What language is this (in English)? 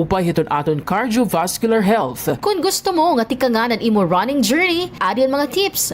Waray